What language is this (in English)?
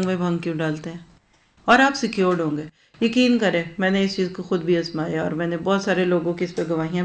Urdu